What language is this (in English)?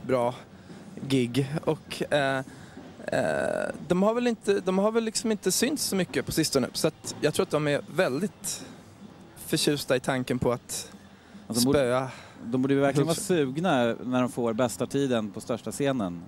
Swedish